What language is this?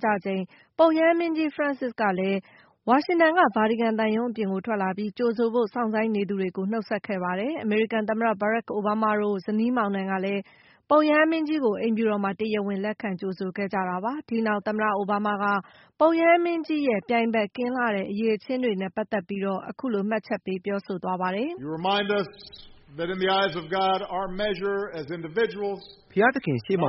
Burmese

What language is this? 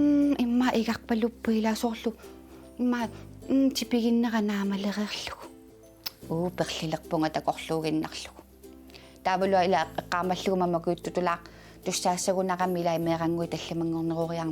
Kalaallisut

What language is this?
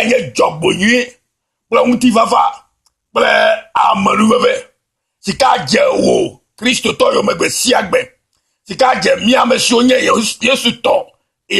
Ewe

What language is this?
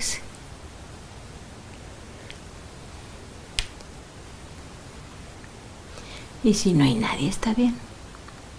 Spanish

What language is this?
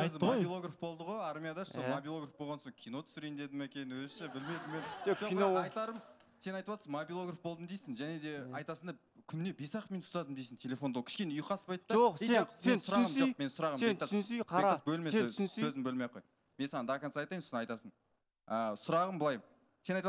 Kazakh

